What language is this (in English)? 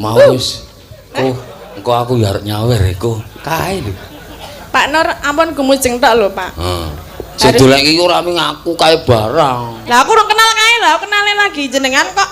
Javanese